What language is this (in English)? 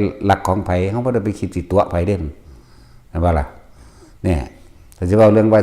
Northeastern Thai